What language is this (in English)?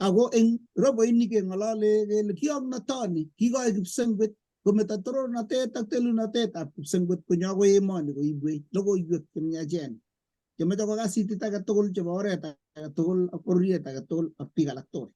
Kalenjin